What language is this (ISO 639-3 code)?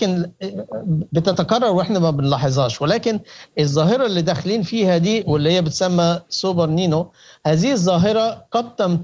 apd